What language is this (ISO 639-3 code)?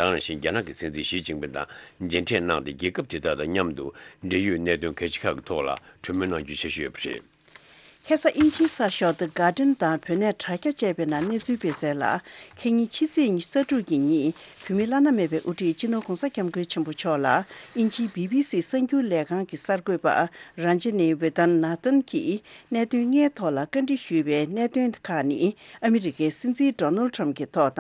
bod